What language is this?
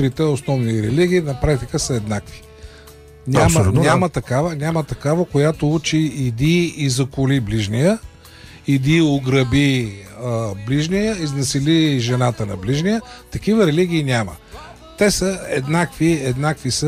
Bulgarian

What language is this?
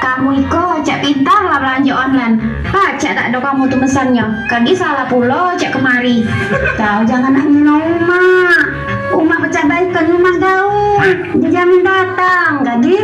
Musi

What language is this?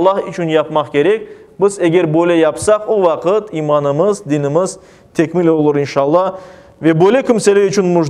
Crimean Tatar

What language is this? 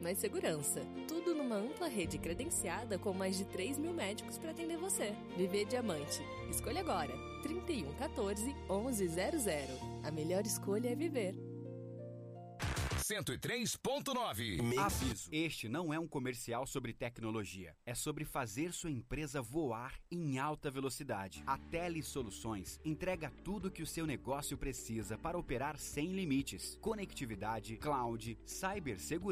Portuguese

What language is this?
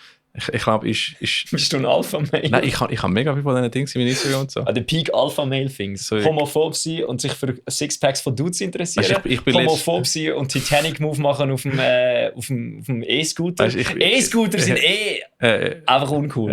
Swiss German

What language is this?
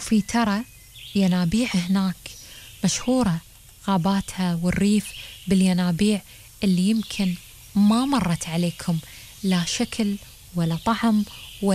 Gulf Arabic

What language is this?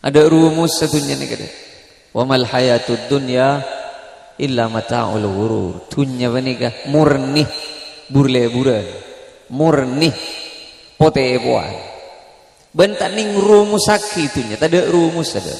Madurese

